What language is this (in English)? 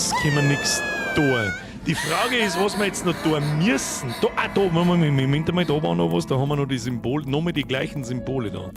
Bavarian